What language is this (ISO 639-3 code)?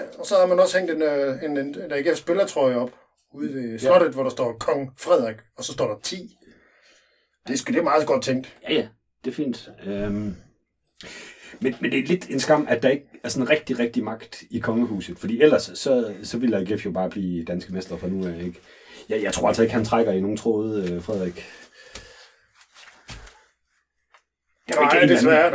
dan